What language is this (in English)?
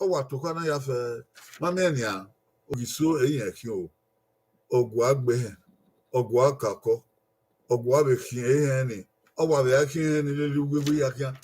Bini